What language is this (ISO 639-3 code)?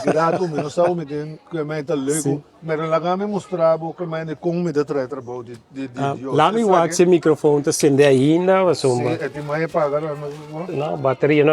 pap